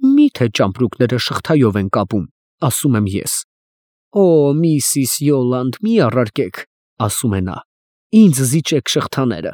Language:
Armenian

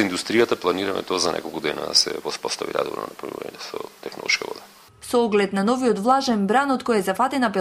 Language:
Macedonian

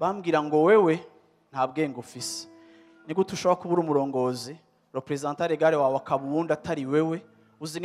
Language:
Rundi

